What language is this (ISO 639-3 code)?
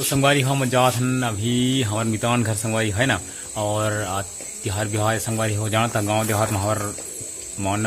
hne